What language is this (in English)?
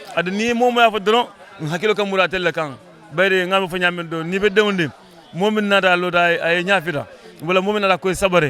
Fula